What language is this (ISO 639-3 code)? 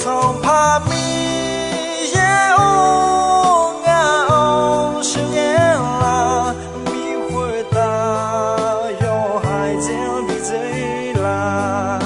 ahk